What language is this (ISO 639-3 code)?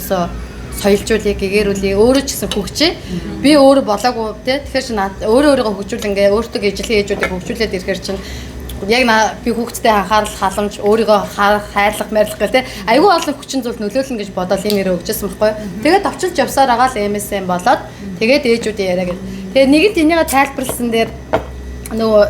mon